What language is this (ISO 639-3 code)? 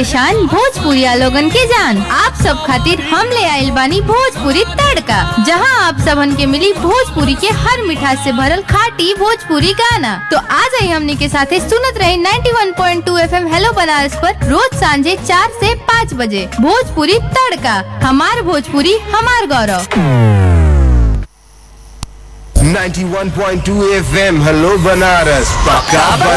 bho